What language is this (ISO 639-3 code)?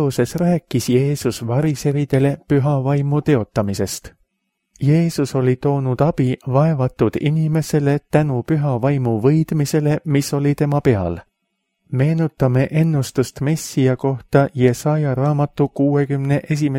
est